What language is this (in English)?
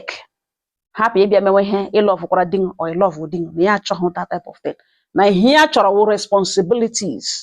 Igbo